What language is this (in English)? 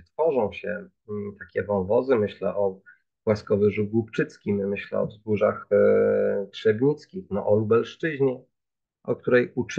Polish